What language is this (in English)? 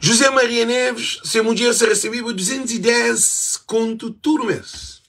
Kabuverdianu